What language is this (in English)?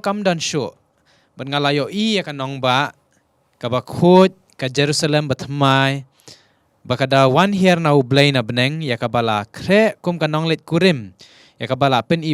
Khasi